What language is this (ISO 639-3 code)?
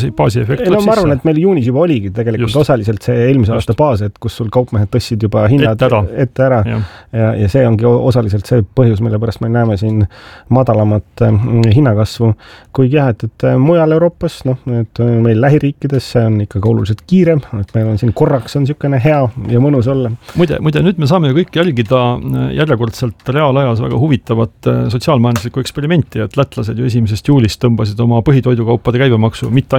est